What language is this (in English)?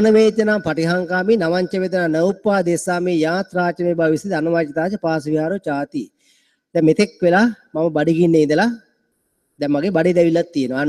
Sinhala